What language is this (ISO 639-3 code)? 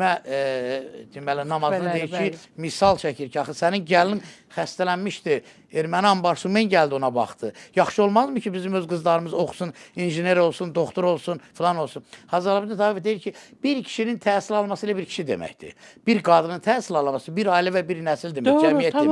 aze